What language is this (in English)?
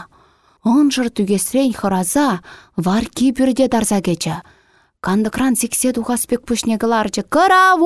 Chuvash